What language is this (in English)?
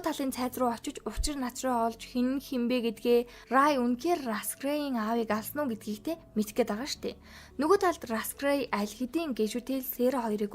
Mongolian